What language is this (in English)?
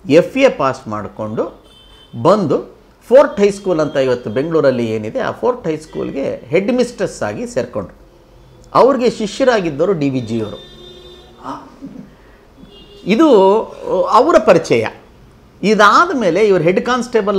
Kannada